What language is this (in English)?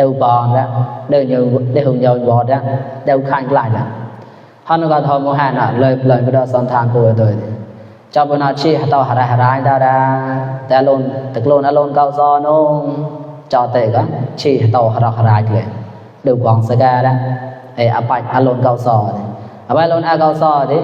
Mon